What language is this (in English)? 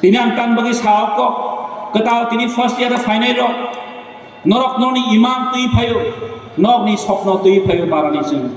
Kok Borok